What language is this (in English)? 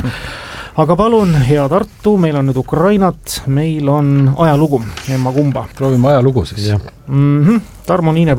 Estonian